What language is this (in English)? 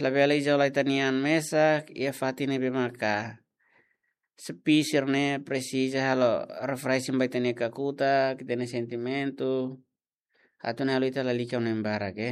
Tetum